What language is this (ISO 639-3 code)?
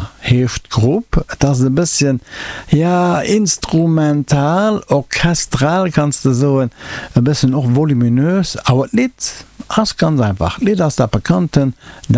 ltz